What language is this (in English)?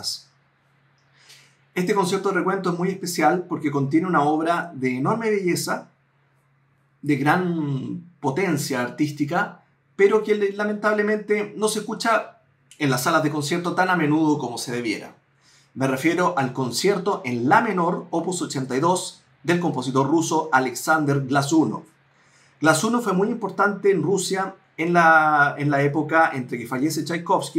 Spanish